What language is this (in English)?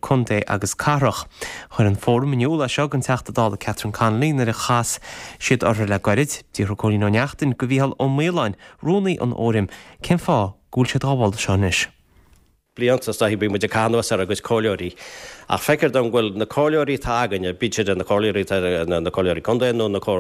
Irish